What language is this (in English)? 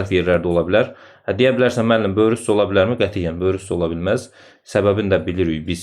Azerbaijani